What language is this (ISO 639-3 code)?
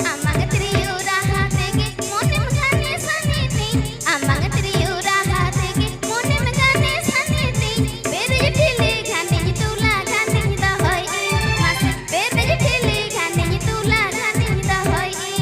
sat